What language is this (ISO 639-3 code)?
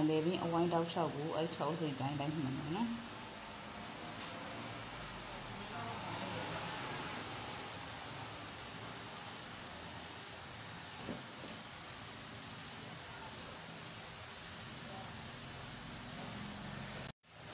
mya